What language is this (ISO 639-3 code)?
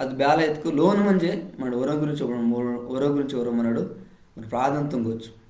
kff